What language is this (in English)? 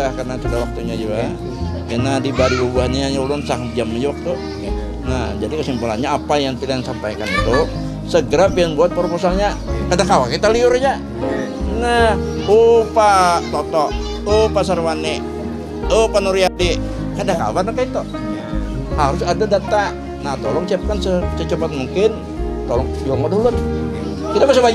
Banjar